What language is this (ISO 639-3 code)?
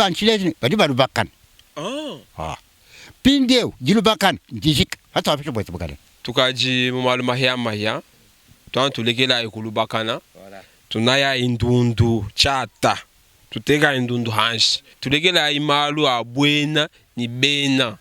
lua